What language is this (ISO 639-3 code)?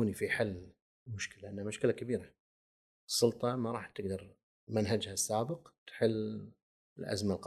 afb